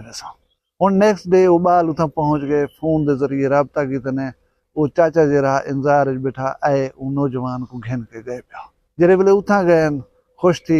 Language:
Saraiki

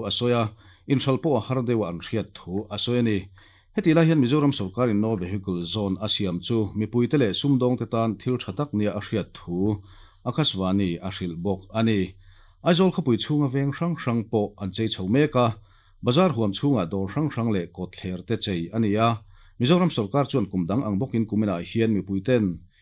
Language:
Mizo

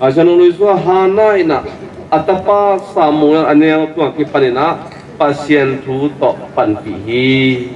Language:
Tedim Chin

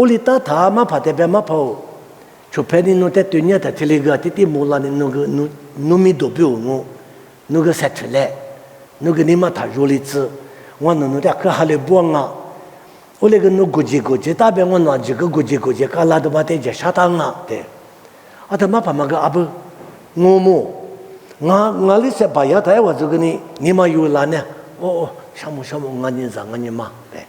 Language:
Lisu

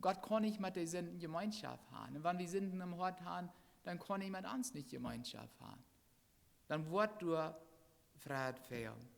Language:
Plautdietsch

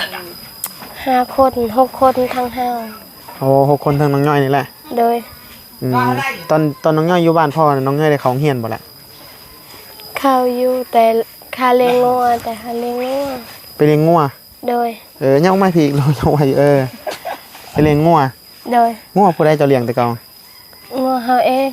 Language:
Northeastern Thai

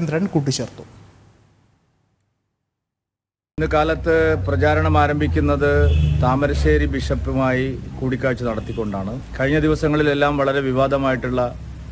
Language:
Malayalam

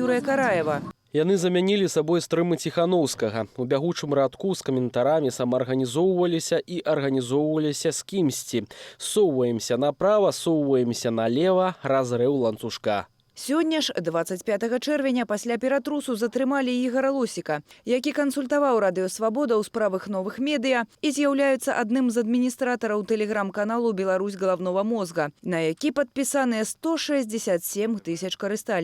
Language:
Belarusian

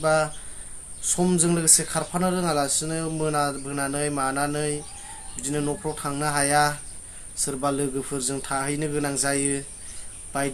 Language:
Bodo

